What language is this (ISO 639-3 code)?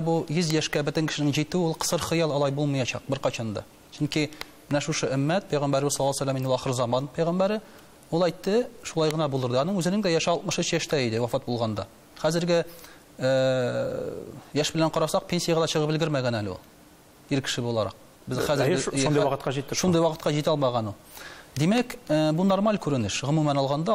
tat